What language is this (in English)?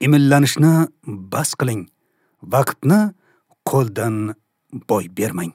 Uzbek